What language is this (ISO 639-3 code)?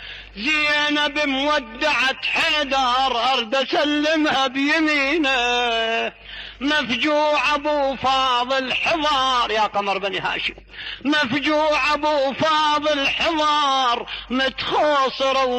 acm